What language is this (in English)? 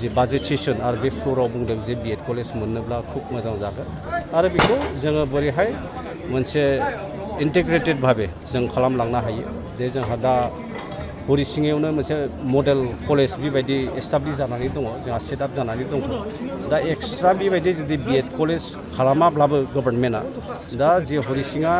Bodo